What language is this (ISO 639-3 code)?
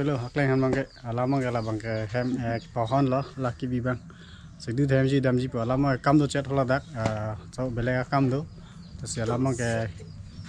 mjw